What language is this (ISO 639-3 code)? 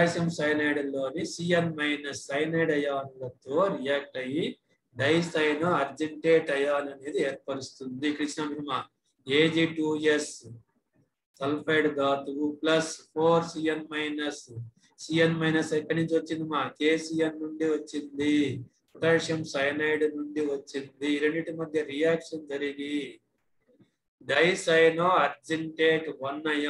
tel